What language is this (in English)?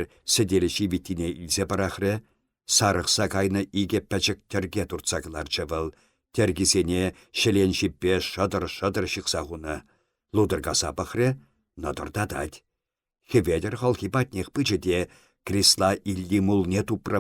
Chuvash